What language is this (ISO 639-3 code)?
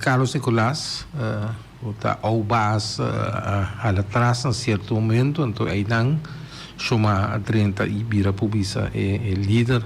pap